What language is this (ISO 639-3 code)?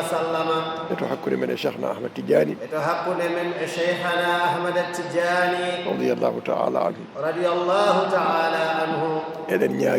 ful